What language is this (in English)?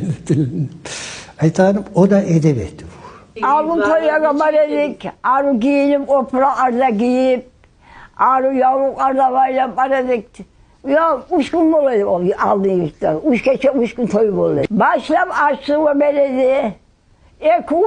Kumyk